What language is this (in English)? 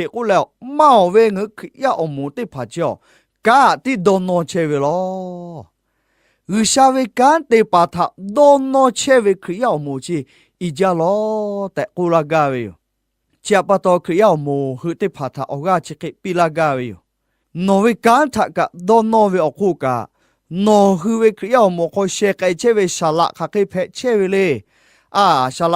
Lahu